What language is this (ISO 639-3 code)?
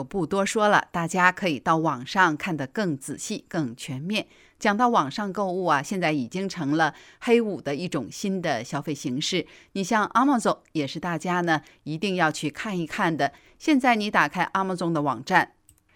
zho